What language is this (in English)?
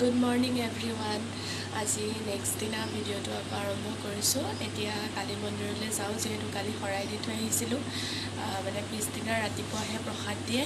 Assamese